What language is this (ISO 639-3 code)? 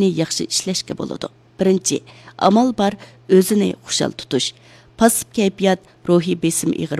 uig